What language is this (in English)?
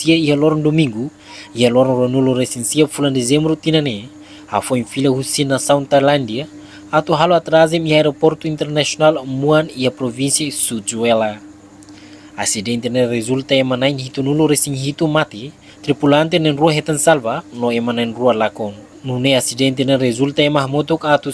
Tetum